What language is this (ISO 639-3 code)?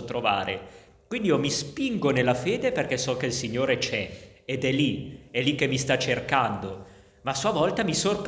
ita